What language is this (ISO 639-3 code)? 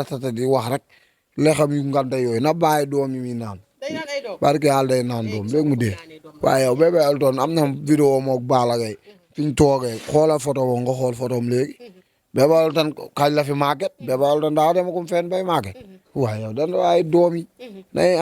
wol